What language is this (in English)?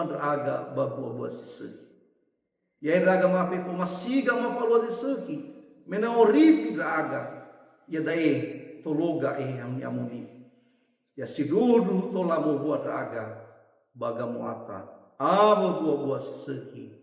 Nias